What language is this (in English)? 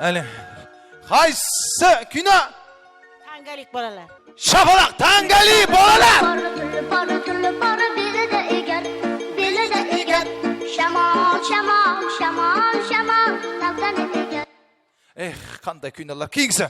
Kara-Kalpak